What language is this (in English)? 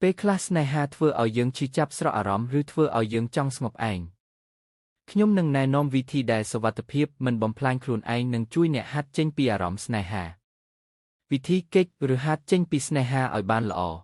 Khmer